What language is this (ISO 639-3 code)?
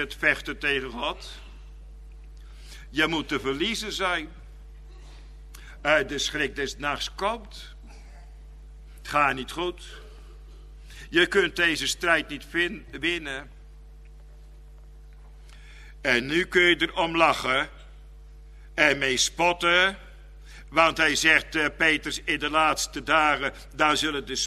nld